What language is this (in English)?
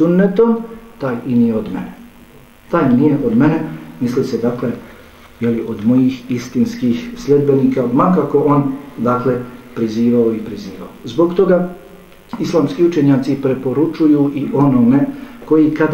Bosnian